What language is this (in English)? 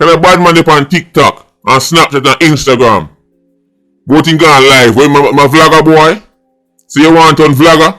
Jamaican Creole English